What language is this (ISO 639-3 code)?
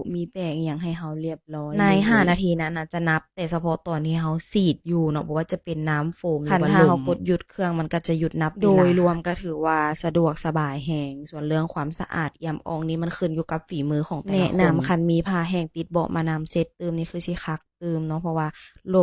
lao